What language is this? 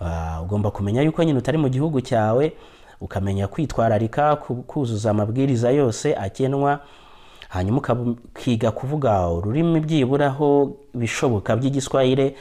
Kinyarwanda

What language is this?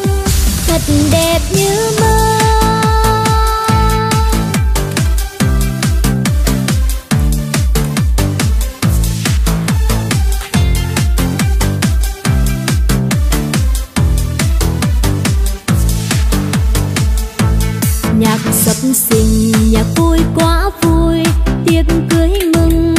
Vietnamese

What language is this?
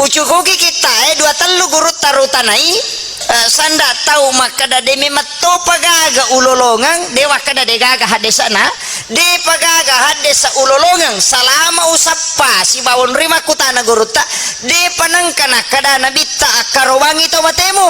Buginese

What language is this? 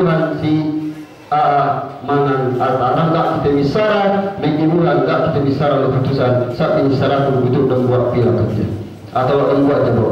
Yakan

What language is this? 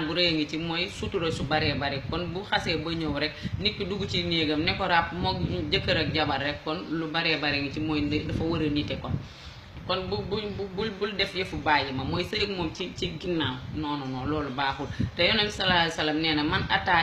Wolof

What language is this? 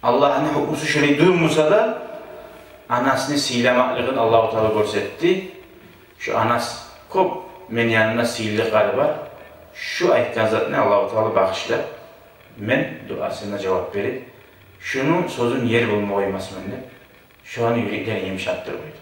Kumyk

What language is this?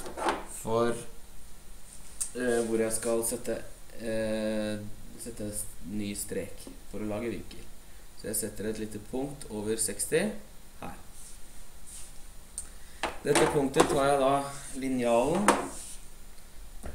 Norwegian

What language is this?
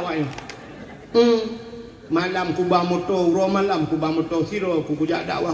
Achinese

